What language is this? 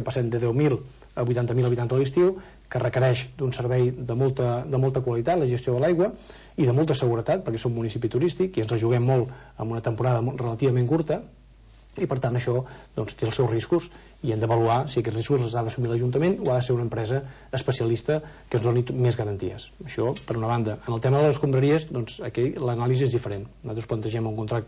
Catalan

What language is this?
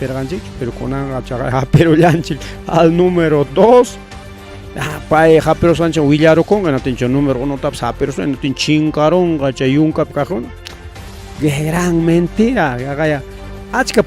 Ayacucho Quechua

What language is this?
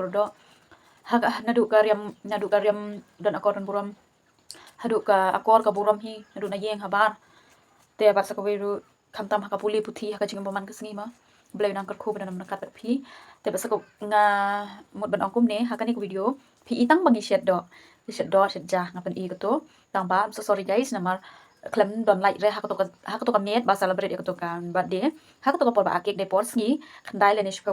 Khasi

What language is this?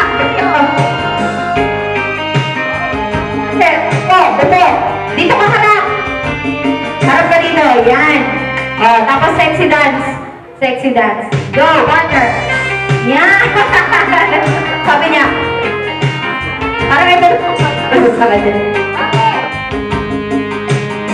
Filipino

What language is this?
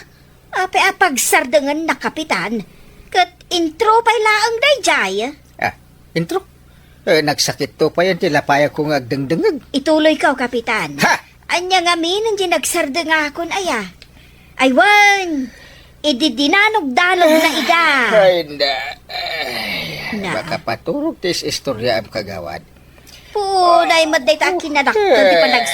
Iloko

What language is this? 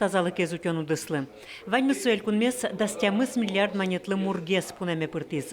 Udmurt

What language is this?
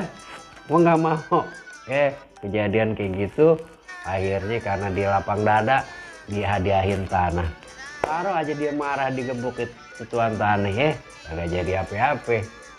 Betawi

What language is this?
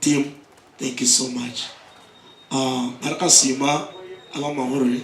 Nyankole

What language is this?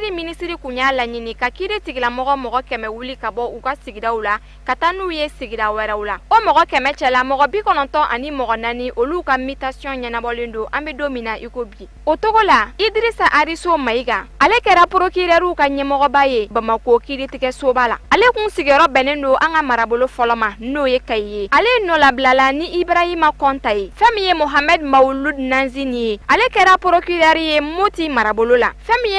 Bambara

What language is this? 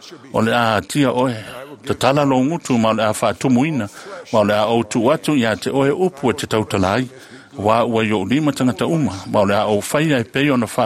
Samoan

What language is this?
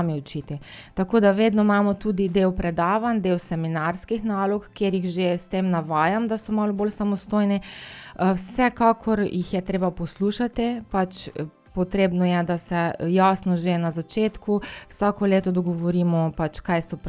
Slovenian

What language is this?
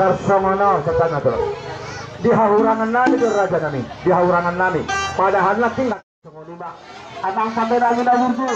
Batak Toba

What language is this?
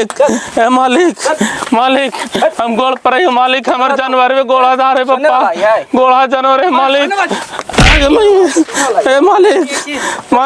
Magahi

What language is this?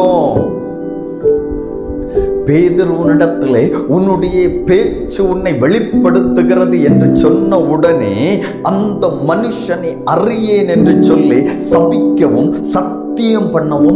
Tamil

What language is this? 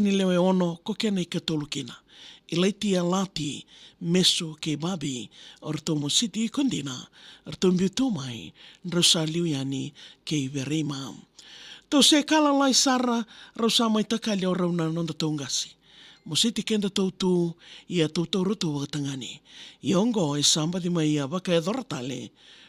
Fijian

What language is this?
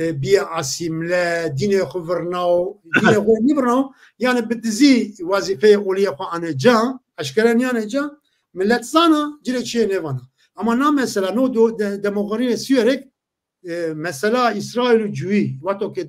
Zaza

